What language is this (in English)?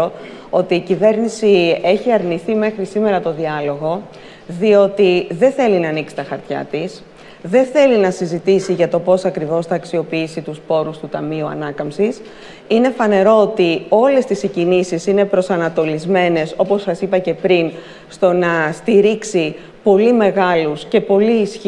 Greek